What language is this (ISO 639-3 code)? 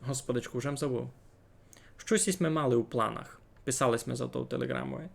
rue